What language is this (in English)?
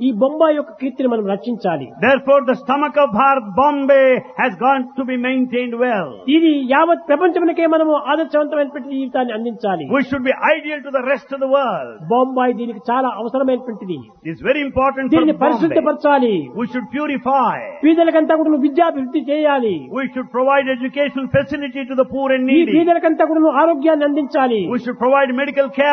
Telugu